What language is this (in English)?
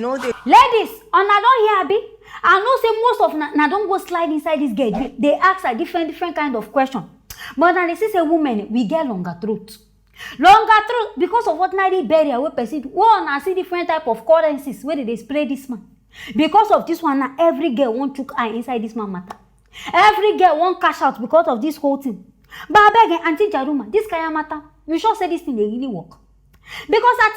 Nigerian Pidgin